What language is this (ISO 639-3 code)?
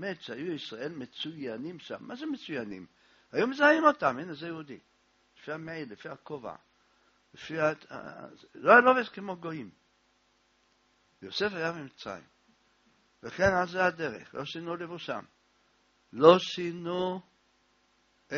heb